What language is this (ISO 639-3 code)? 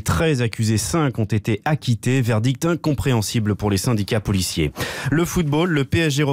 fra